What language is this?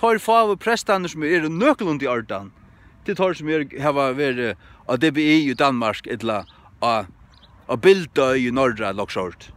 Faroese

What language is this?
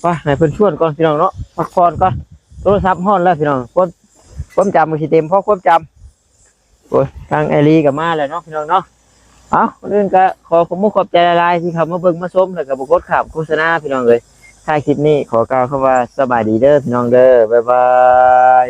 Northeastern Thai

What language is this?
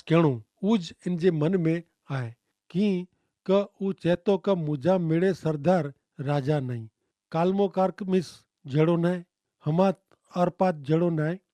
Kachhi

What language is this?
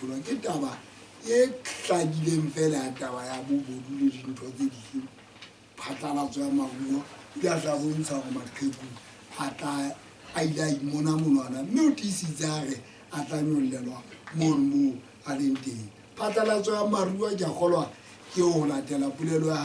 Southern Sotho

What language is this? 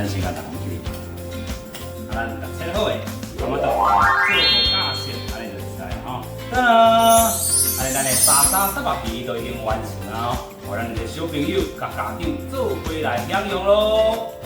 Min Nan Chinese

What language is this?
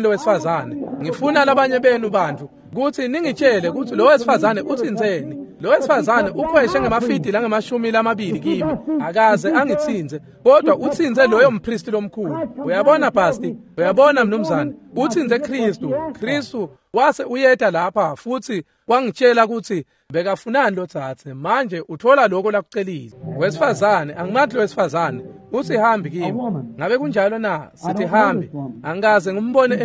Swati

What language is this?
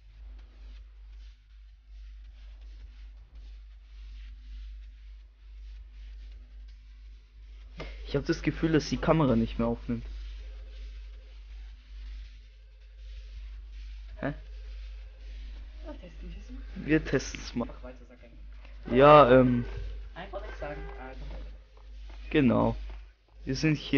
German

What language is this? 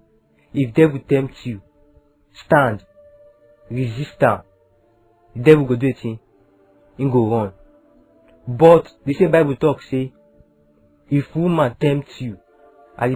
Nigerian Pidgin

